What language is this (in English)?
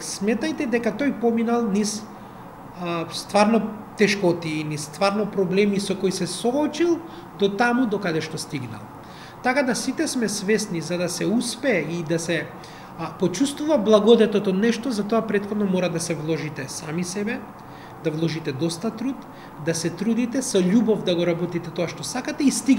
Macedonian